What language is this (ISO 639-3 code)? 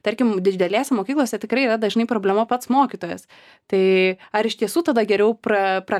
lit